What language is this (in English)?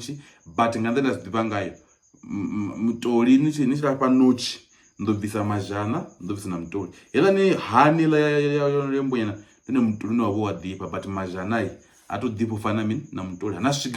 Venda